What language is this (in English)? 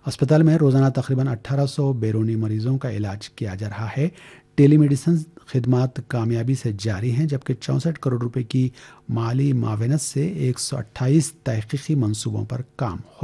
Urdu